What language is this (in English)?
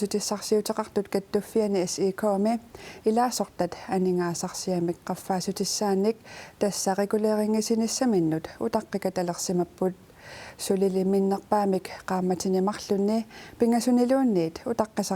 Kalaallisut